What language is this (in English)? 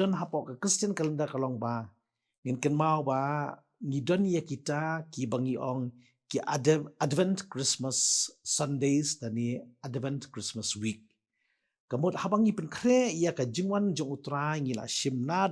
Khasi